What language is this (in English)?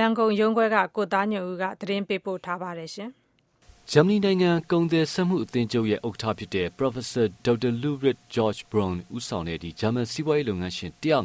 Burmese